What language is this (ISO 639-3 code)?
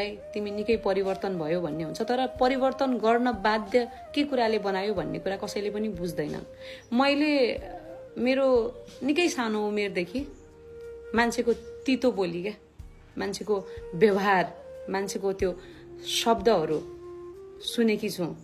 nep